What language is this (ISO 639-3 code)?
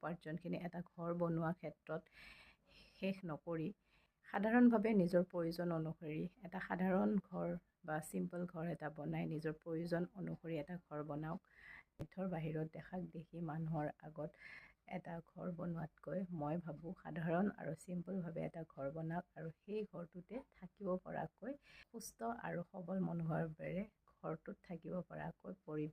asm